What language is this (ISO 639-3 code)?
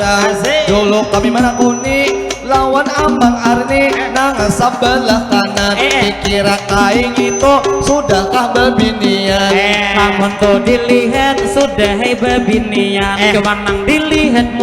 bjn